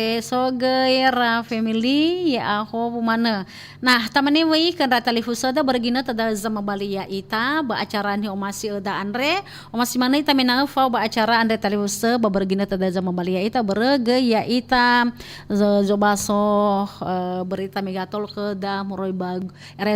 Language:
Nias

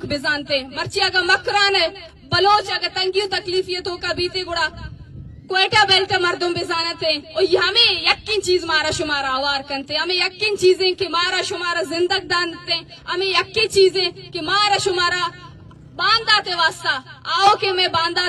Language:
Eastern Balochi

